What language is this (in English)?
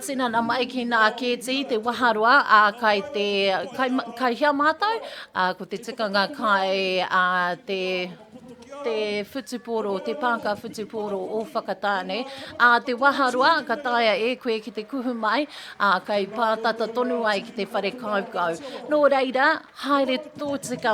Māori